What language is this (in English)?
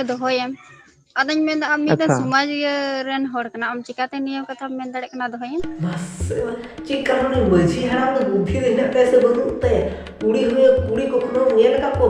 Santali